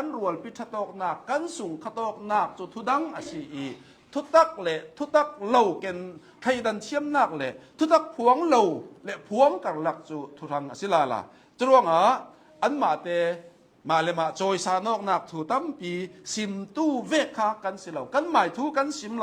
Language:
Hakha Chin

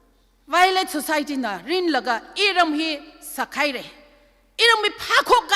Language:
Tangkhul Naga (India)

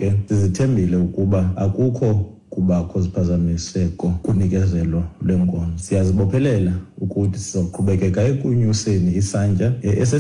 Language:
Xhosa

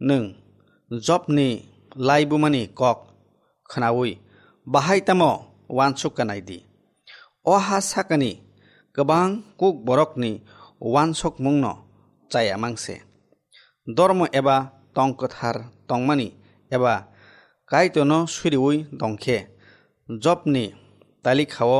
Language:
Kok Borok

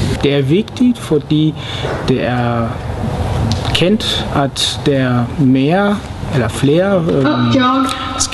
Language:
Danish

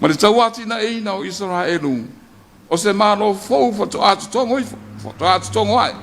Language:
Samoan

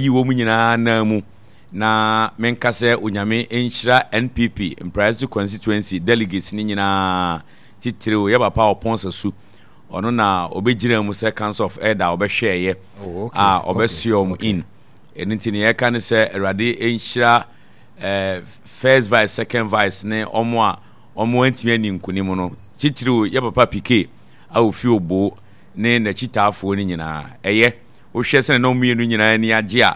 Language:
Akan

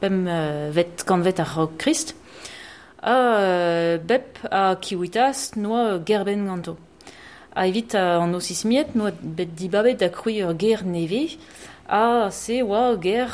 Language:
Breton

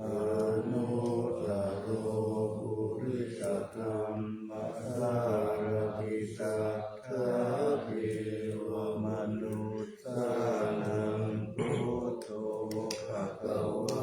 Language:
Pali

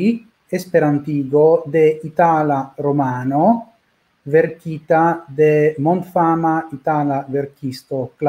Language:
Esperanto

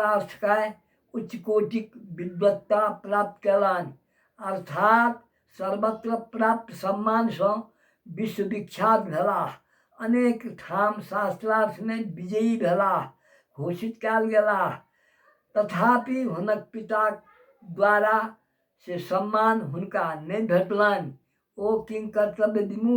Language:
Maithili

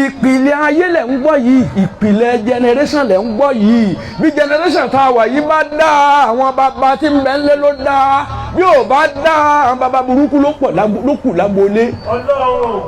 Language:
Yoruba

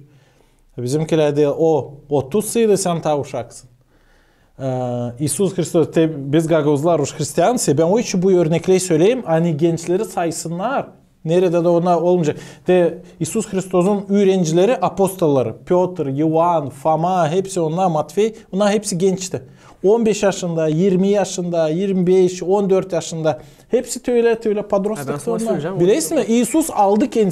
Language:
Gagauz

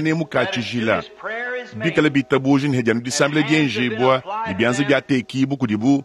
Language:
Luba-Lulua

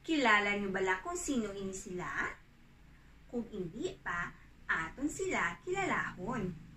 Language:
Hiligaynon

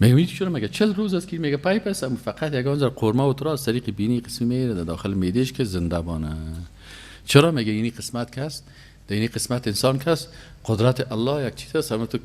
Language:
Persian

